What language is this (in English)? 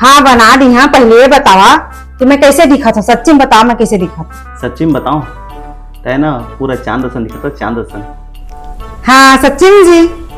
Chhattisgarhi